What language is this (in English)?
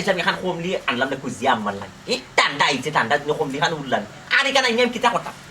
Sylheti